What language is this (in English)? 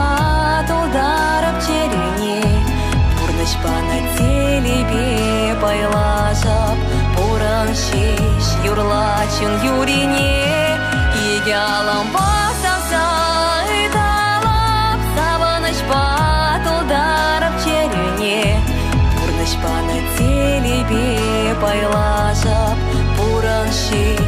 Chuvash